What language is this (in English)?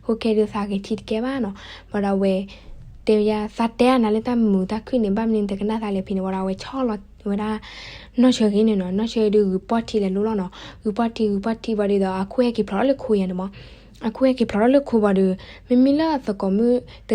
S'gaw Karen